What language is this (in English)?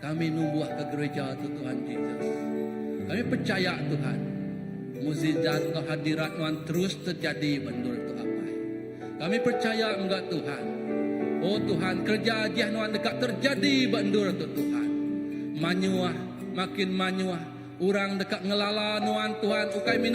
Iban